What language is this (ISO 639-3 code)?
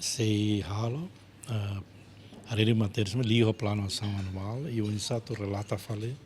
tet